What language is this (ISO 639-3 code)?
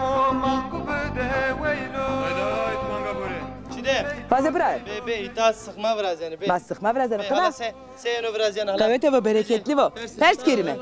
zza